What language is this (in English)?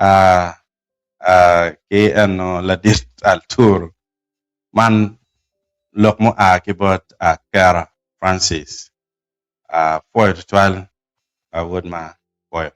Acoli